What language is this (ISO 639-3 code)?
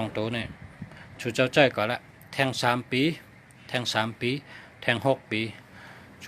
shn